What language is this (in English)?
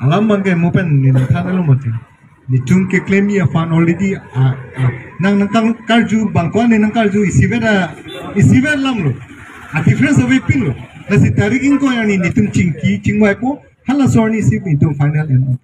Karbi